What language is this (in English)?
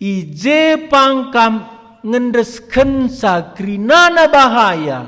Batak Karo